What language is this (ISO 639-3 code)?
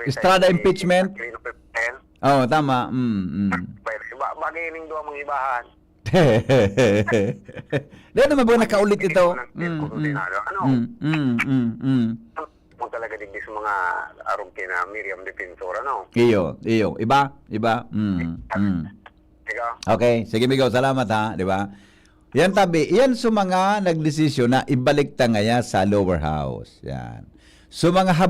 bik